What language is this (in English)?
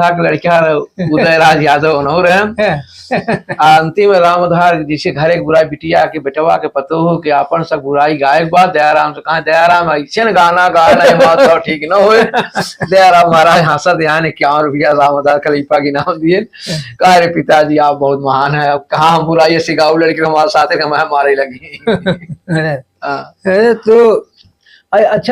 Awadhi